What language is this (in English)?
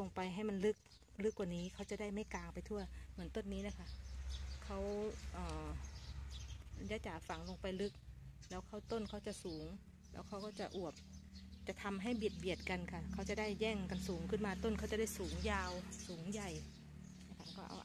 Thai